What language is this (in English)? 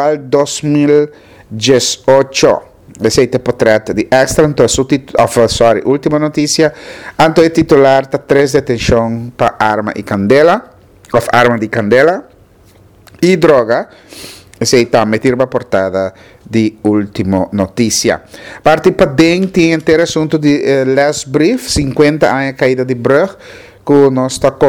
Papiamento